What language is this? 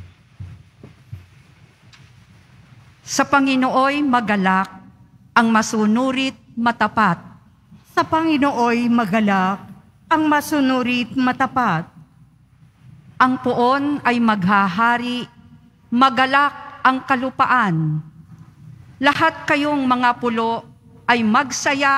Filipino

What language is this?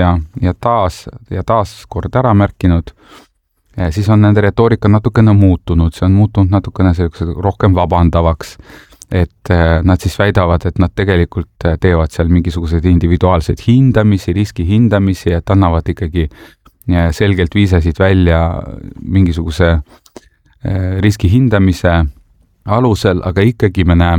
Estonian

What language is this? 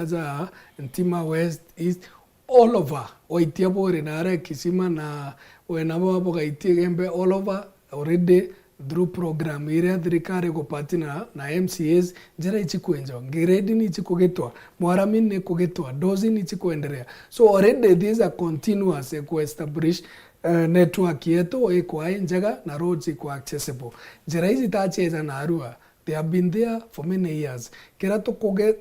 Meru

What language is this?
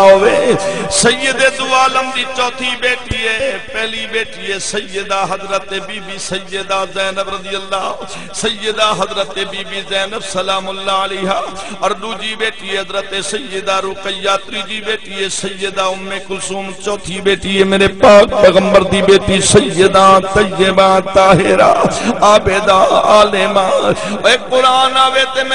Saraiki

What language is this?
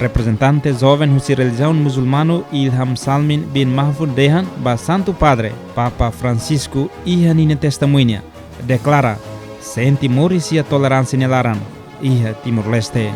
Tetum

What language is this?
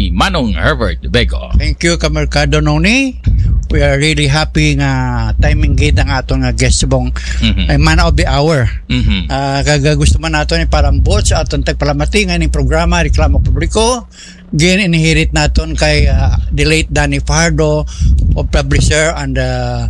Hiligaynon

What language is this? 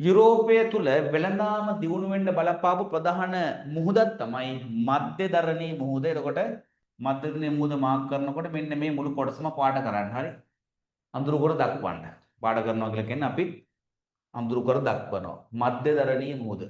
Sinhala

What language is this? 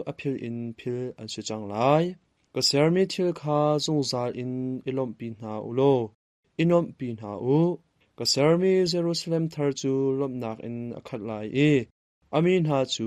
Hakha Chin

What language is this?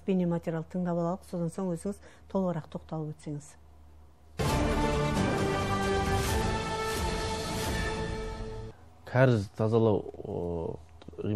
Kazakh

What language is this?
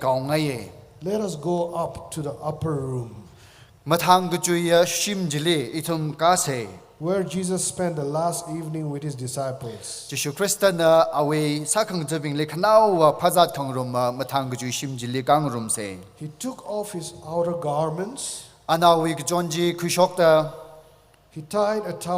Tangkhul Naga (India)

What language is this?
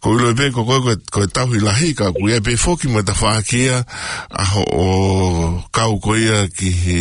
Tongan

